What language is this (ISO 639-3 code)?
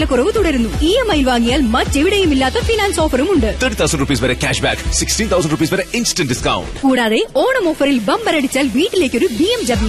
mal